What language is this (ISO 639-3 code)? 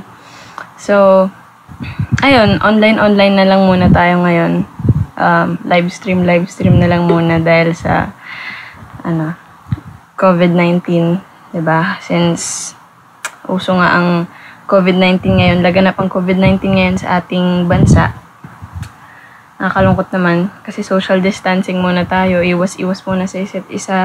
fil